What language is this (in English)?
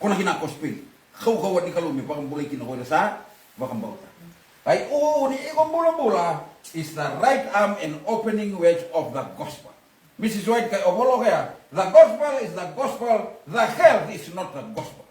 Fijian